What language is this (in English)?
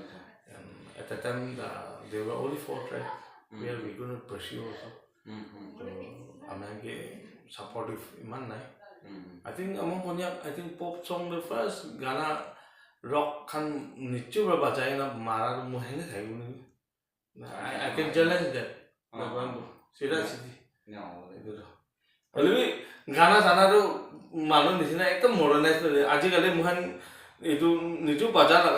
Naga Pidgin